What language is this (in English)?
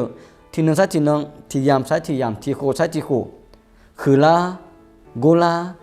Akha